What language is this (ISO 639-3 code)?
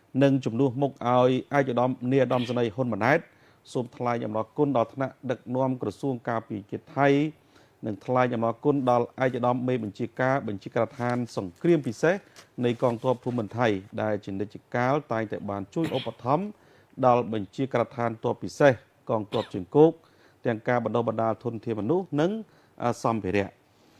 khm